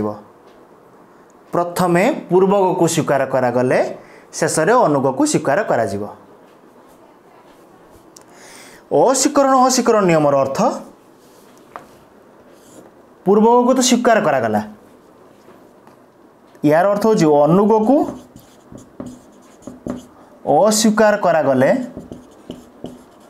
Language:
Odia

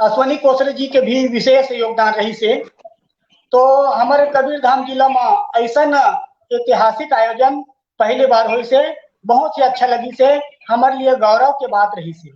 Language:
Chhattisgarhi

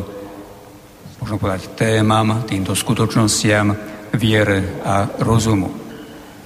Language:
Slovak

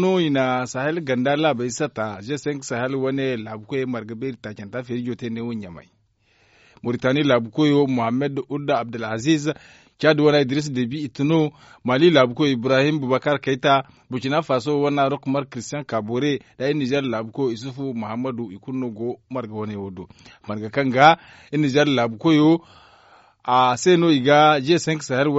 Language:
Zarma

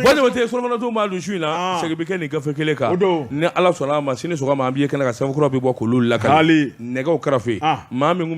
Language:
Bambara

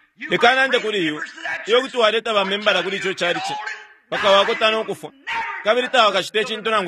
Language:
Bemba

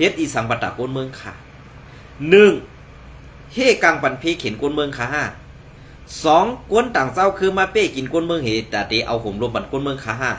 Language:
Shan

